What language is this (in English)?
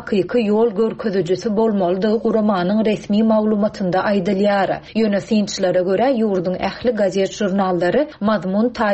Turkmen